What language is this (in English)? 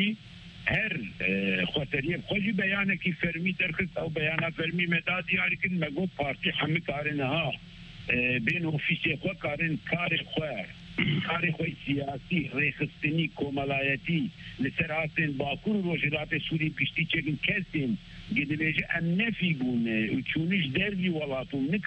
Kurdish